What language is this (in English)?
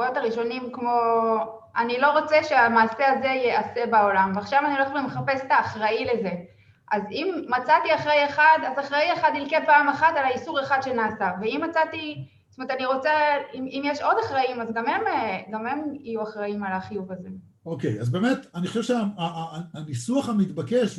Hebrew